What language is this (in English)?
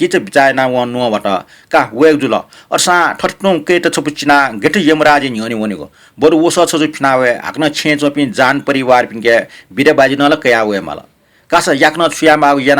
Newari